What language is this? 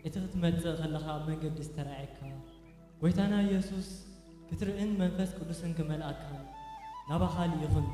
Tigrinya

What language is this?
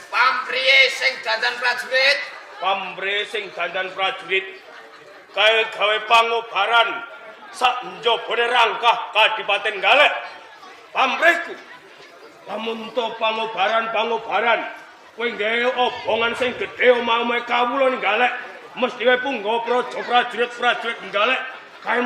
Javanese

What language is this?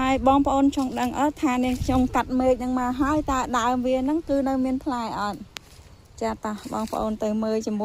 Khmer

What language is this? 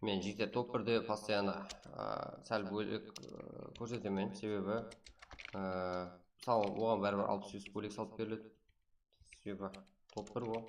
Kara-Kalpak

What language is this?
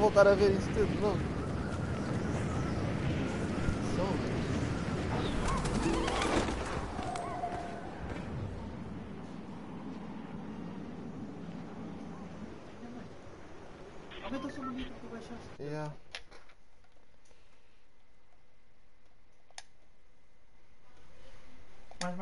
Portuguese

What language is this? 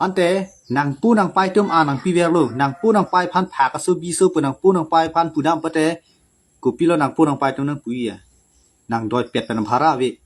Karbi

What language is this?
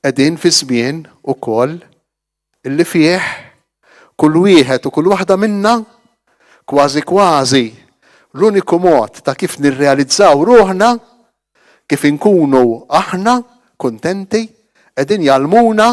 Maltese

